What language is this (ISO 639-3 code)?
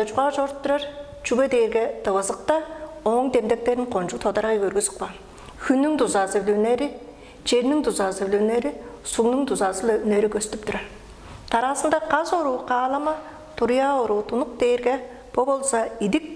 tyv